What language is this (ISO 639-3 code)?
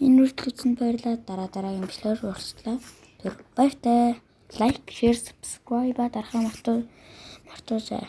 mon